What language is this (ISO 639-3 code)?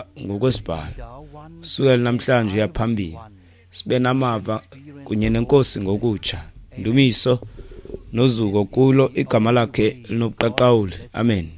xho